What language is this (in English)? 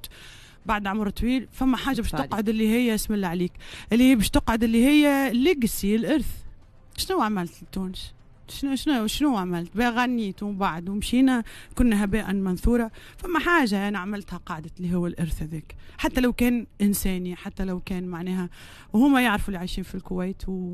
Tunisian Arabic